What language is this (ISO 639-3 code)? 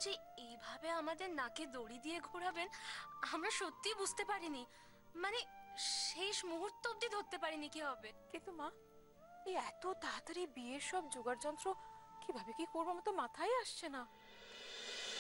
ben